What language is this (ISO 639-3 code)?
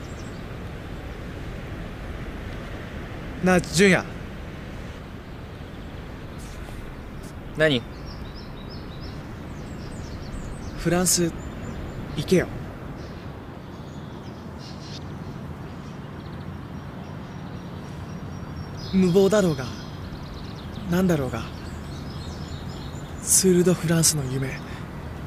jpn